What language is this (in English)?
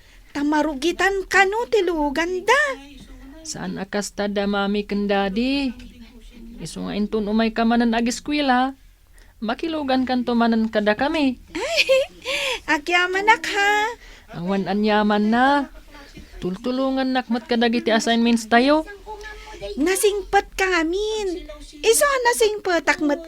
Iloko